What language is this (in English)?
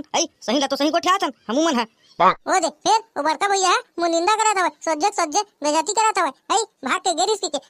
Chhattisgarhi